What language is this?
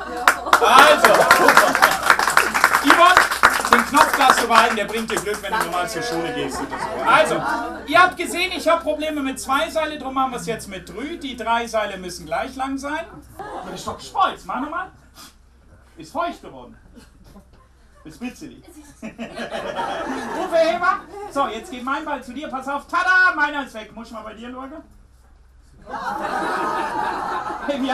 German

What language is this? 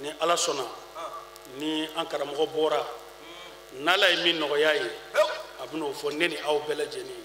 Bambara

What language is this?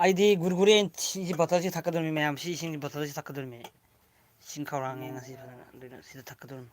Manipuri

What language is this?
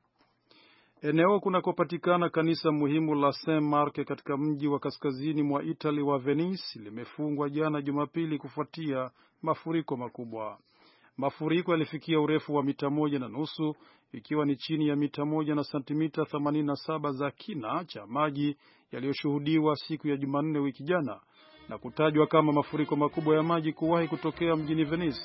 Swahili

